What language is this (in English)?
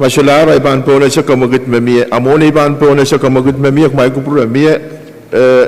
Pohnpeian